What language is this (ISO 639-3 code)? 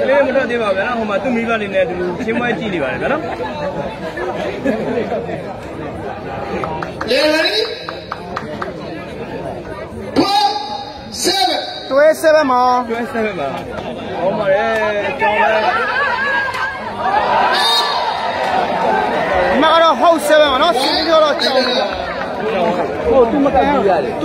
mya